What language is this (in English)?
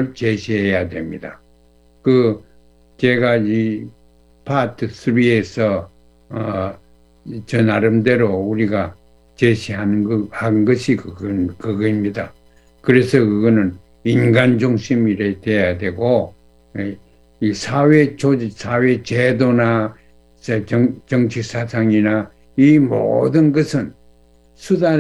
Korean